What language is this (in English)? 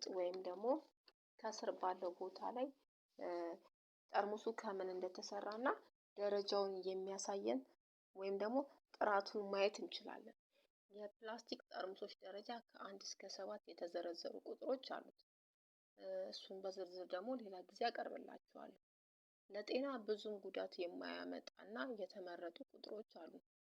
Amharic